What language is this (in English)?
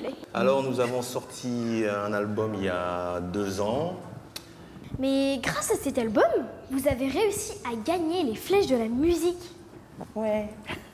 French